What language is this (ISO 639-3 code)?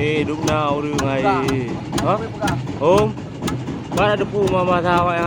ace